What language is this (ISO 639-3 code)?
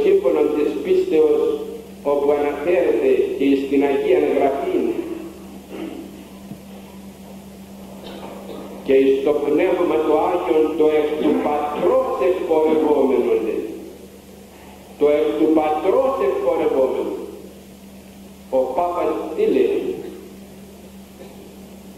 ell